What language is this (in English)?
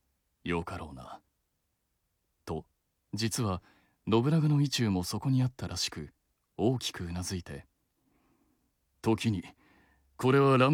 Japanese